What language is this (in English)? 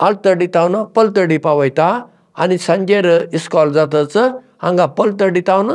Konkani